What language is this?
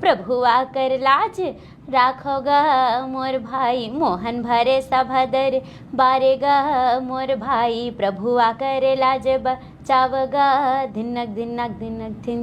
Chhattisgarhi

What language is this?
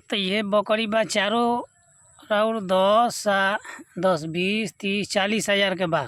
Bhojpuri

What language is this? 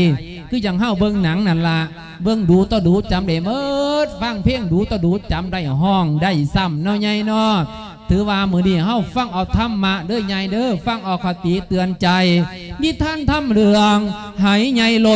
Lao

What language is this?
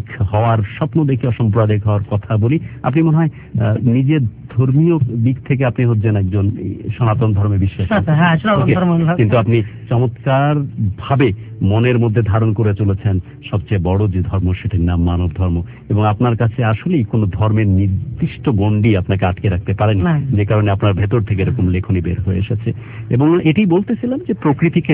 Bangla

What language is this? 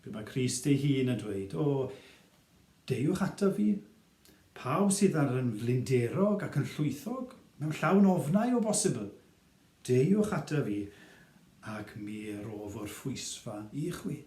Welsh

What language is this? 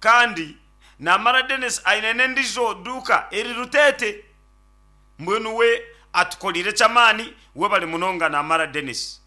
Nyankole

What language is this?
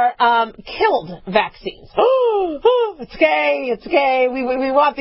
English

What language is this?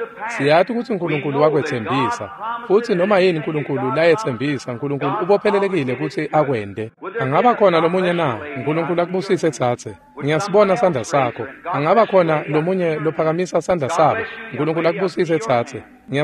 Swati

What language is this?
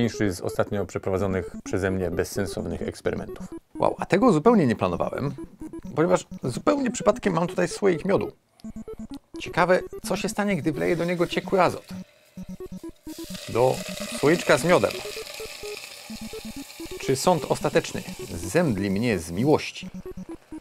Polish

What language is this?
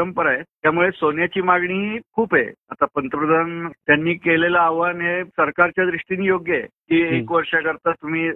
Marathi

